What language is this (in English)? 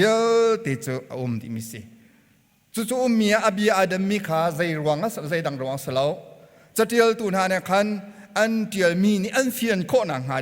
Hakha Chin